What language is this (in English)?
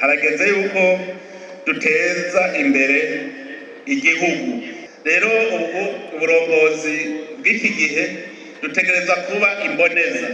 Rundi